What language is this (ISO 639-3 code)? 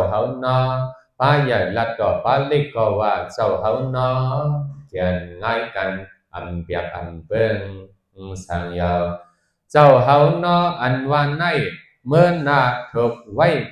shn